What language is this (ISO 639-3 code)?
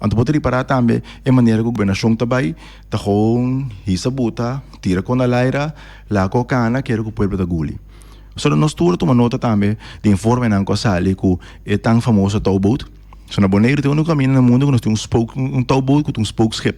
pap